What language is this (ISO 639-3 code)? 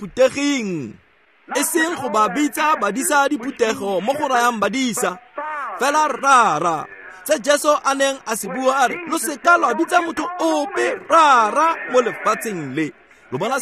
tsn